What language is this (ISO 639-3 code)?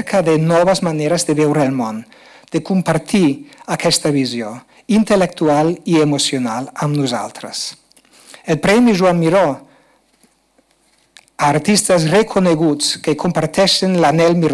cat